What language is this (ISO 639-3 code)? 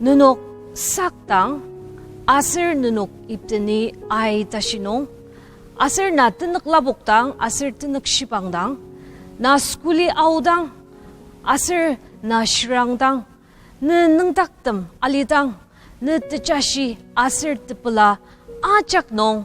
njo